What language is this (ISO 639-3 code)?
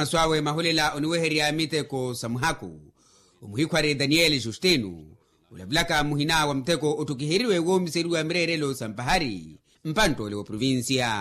vmw